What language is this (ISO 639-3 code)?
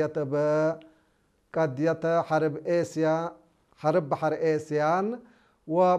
tir